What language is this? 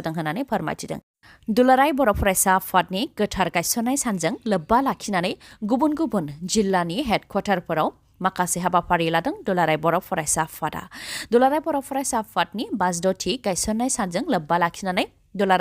Bodo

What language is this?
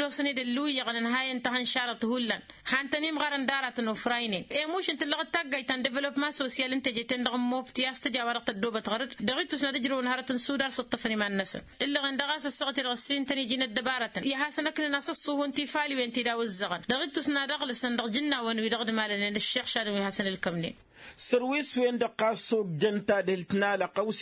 Tamasheq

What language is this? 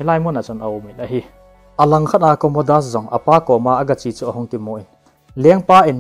Thado Chin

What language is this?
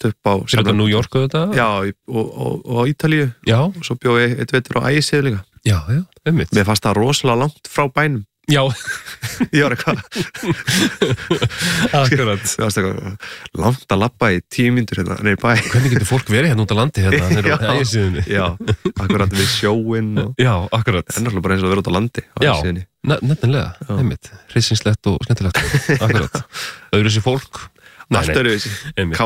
Icelandic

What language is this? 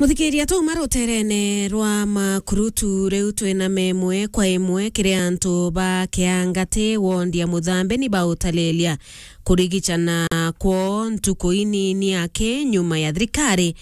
Meru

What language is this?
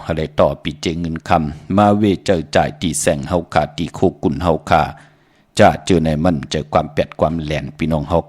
Shan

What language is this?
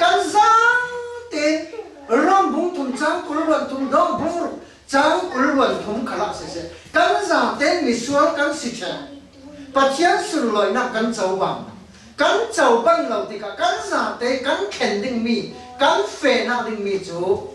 Falam Chin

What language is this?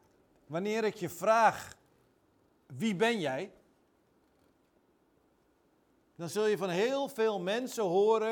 Dutch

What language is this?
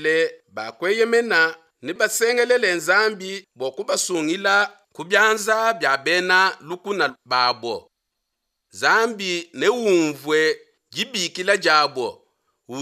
Luba-Lulua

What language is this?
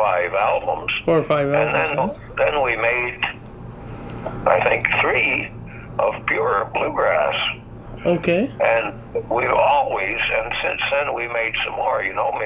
English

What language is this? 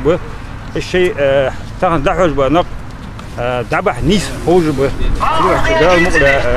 Ingush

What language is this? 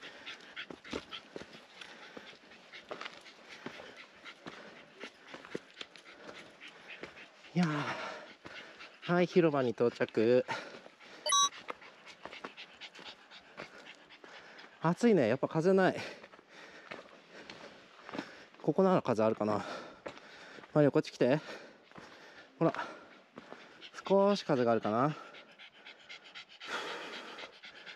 Japanese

